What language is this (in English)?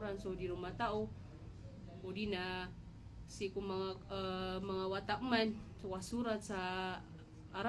Maranao